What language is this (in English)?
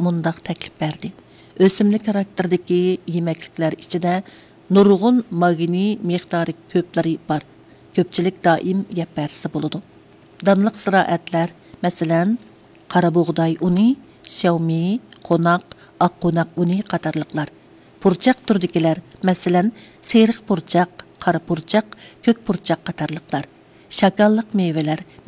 Uyghur